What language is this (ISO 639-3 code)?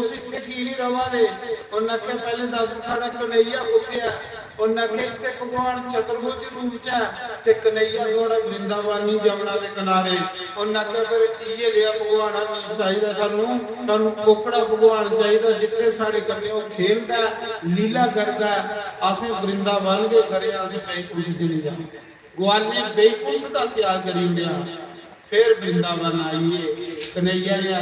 doi